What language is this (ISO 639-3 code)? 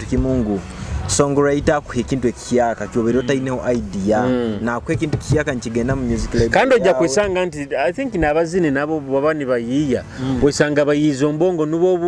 nyo